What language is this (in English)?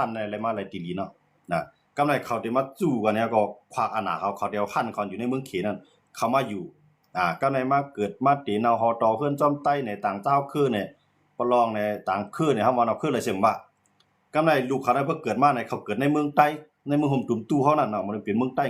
Shan